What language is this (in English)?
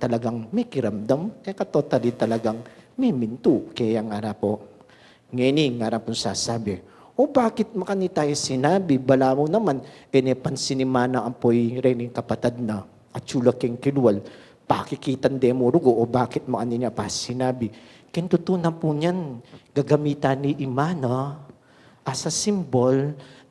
Pampanga